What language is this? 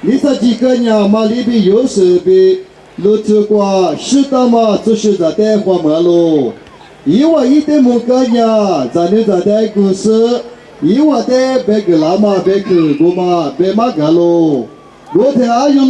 Lisu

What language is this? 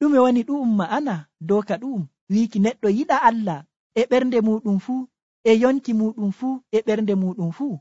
Nigerian Fulfulde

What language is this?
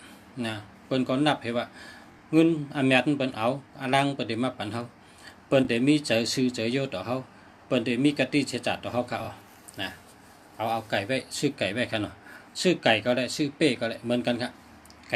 Shan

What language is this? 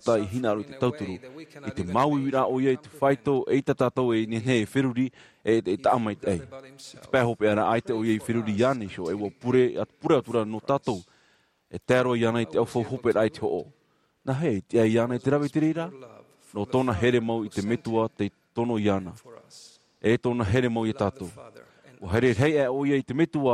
Tahitian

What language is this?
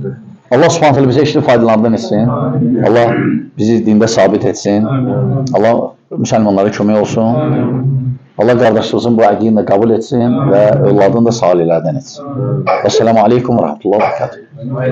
Azerbaijani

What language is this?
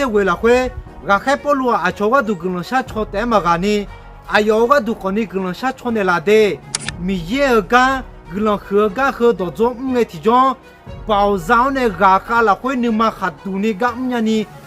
Akha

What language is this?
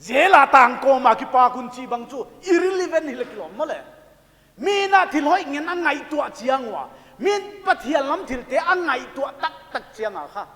Paite Chin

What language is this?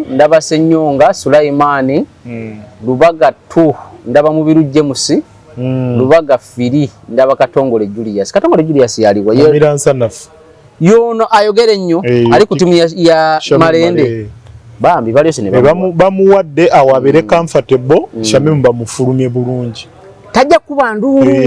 Ganda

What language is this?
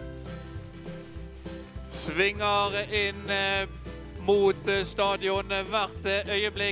Norwegian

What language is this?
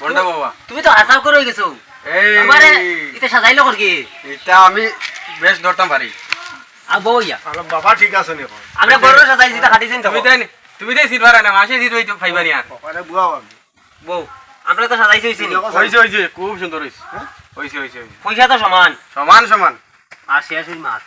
Sylheti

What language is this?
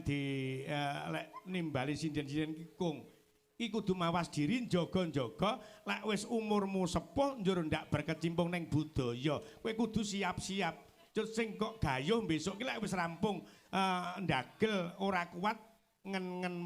Javanese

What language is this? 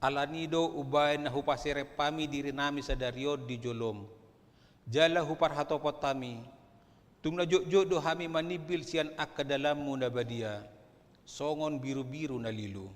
Batak Toba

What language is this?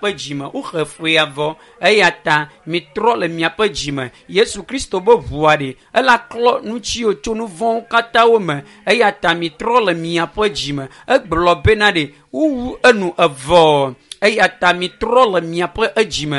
Ewe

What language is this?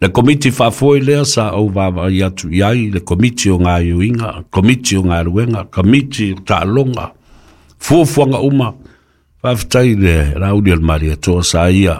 Samoan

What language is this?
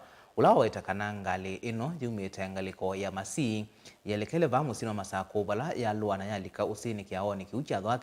Kamba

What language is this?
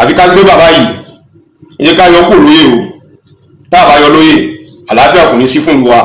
Yoruba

